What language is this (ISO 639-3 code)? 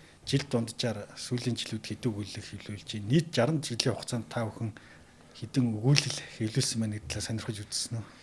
mon